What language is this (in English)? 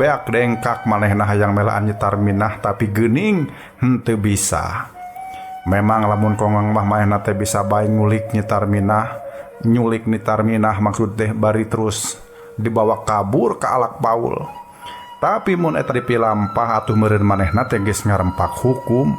Sundanese